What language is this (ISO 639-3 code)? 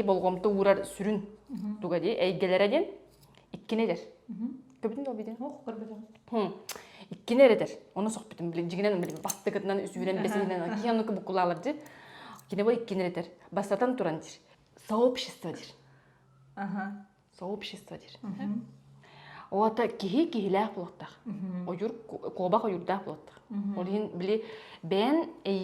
sah